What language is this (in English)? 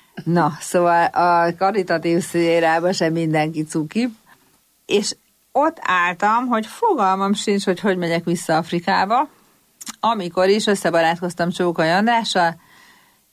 Hungarian